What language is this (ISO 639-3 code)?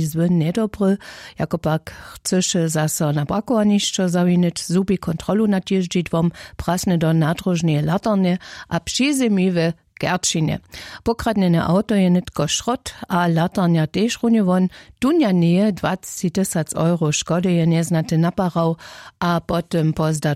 hsb